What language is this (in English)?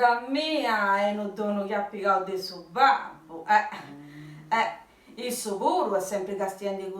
Sardinian